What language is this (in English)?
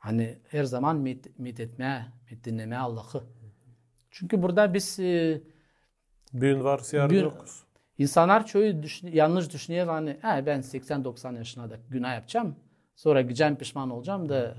Gagauz